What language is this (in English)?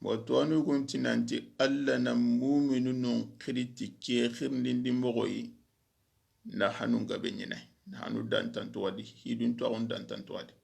Soninke